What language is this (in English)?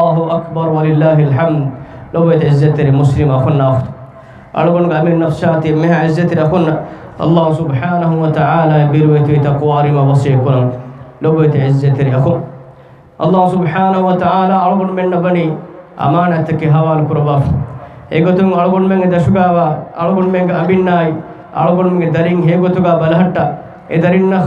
Divehi